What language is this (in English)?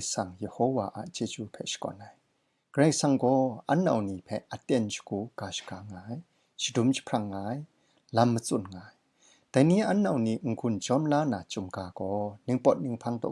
Kachin